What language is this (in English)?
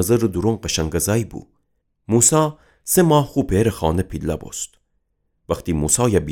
Gilaki